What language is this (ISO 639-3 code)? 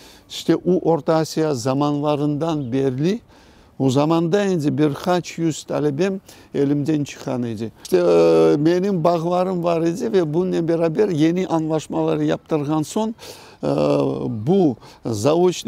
crh